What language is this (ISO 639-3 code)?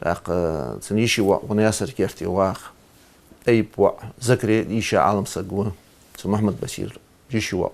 inh